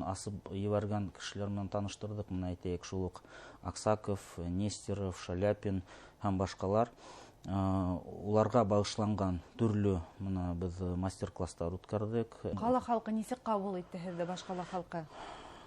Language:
Bashkir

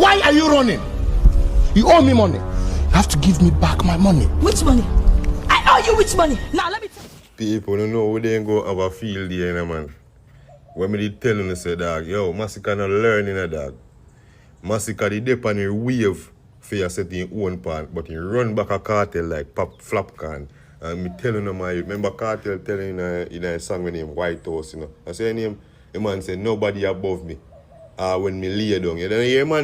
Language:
Jamaican Creole English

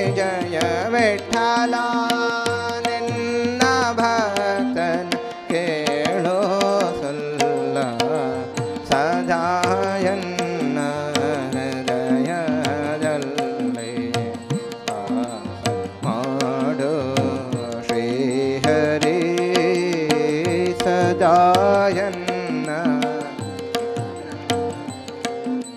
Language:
Kannada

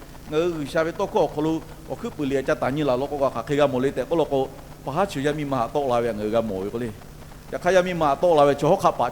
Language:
Lahu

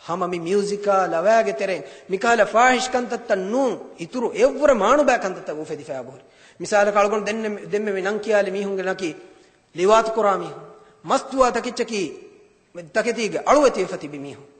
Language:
Divehi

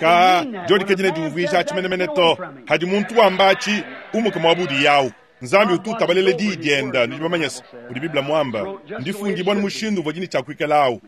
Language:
Luba-Lulua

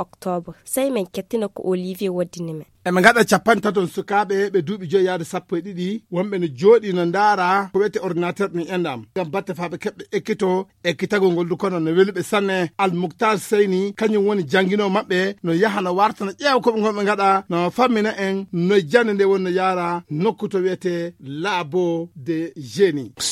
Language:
Fula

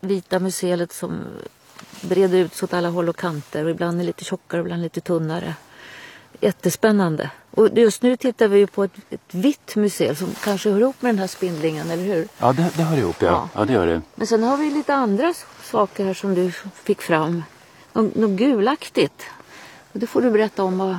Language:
Swedish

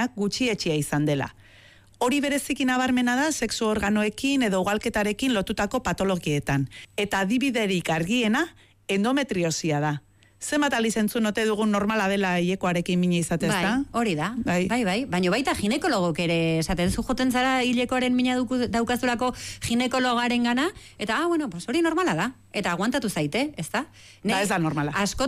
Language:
Basque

